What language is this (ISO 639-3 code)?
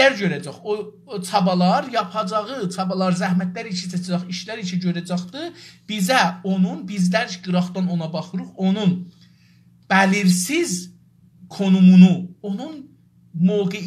azb